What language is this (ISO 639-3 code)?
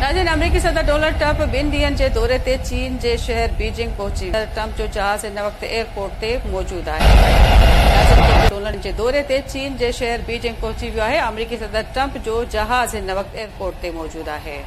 snd